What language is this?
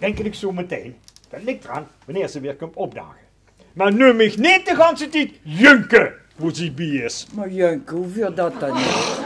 Limburgish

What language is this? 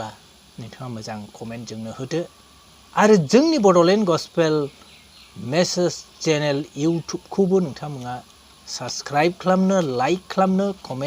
Bodo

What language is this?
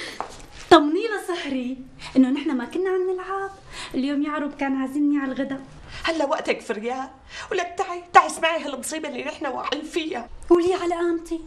North Levantine Arabic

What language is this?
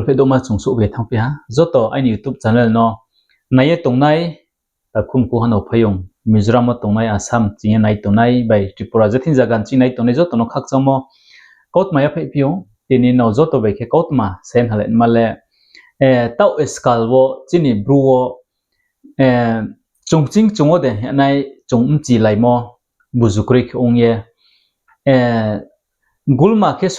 Riang (India)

